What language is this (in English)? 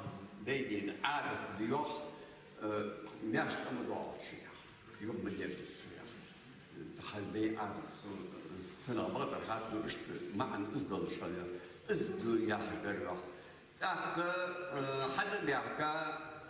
Ingush